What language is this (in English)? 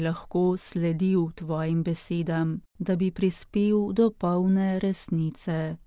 Slovenian